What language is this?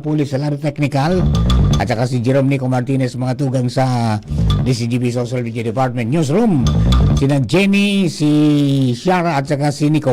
Bikol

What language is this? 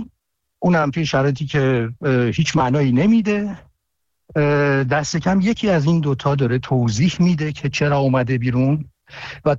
Persian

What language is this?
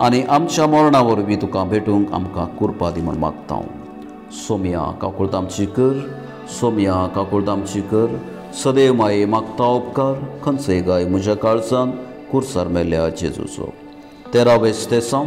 Konkani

